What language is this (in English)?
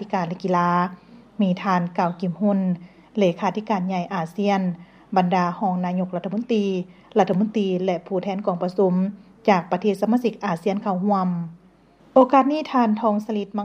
Lao